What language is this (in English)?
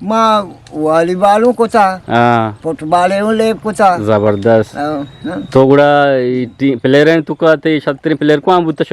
Eastern Balochi